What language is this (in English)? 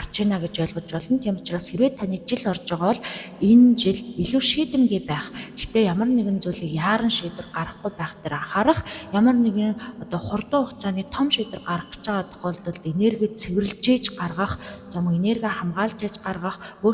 Mongolian